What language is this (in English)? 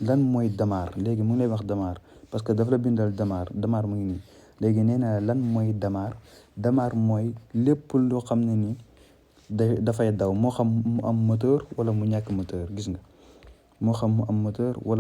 Wolof